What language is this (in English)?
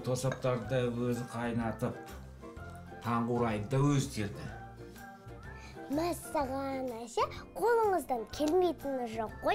Kazakh